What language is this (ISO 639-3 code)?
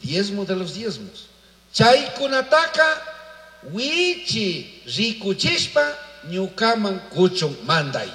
qug